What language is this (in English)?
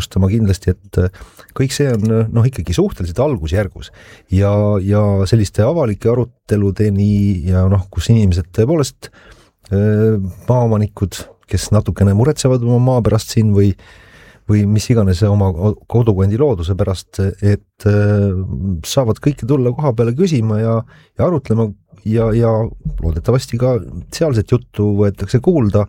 Estonian